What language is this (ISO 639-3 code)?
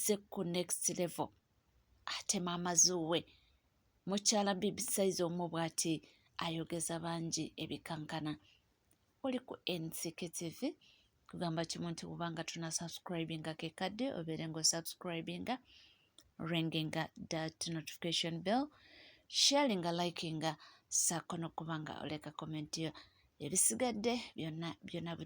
lug